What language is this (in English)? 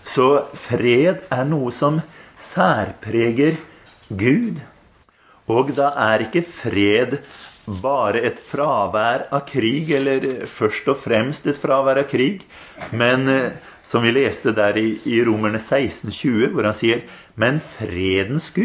Norwegian